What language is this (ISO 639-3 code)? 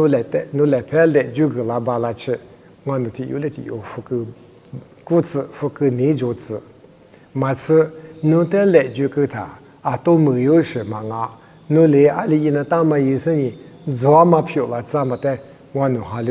lis